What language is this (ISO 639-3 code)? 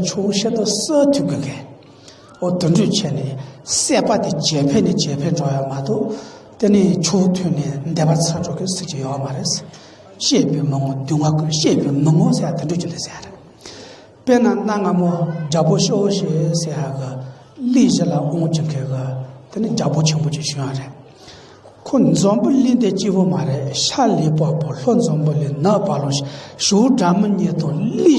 bod